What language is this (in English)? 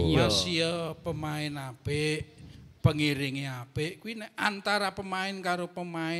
Javanese